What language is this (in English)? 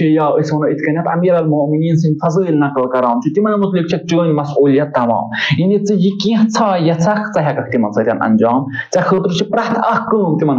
Kashmiri